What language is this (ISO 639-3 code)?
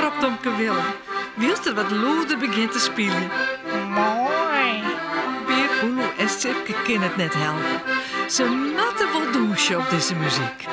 fry